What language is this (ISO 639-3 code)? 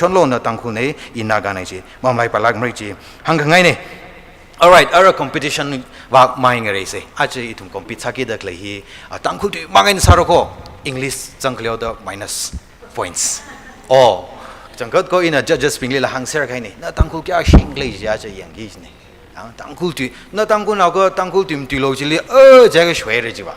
nmf